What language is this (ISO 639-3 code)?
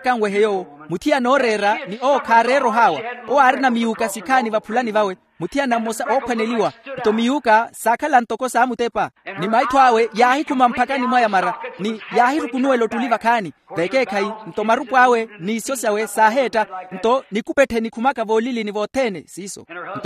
vmw